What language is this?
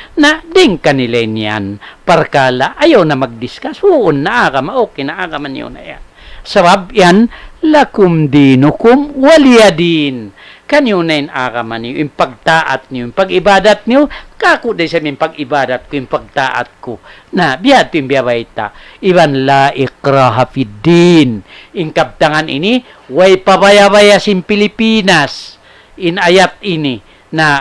Tausug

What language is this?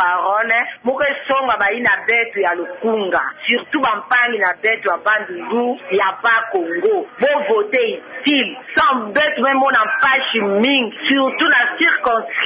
Kituba (Democratic Republic of Congo)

